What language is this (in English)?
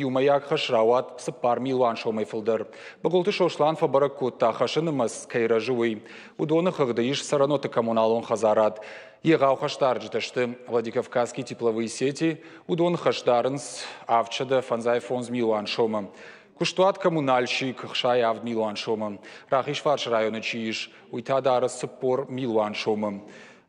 Ossetic